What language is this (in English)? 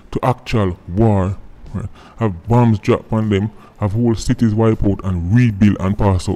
Jamaican Creole English